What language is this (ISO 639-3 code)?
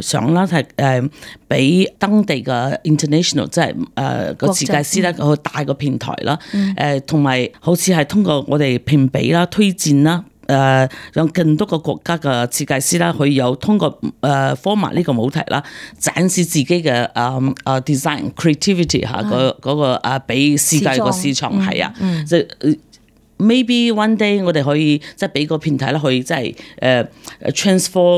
yue